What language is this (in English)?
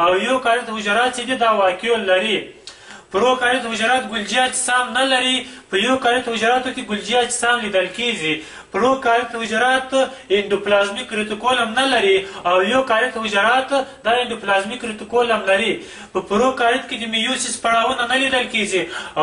Pashto